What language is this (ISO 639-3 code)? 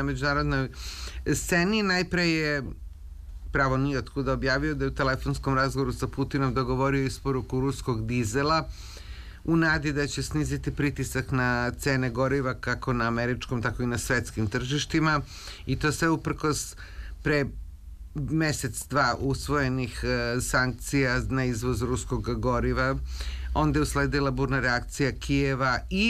srp